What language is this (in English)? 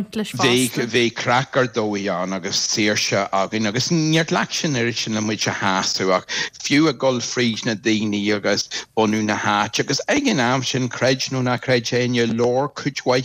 Irish